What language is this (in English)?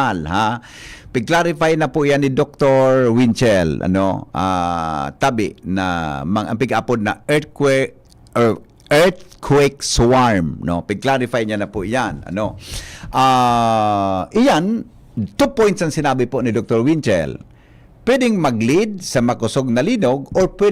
Bikol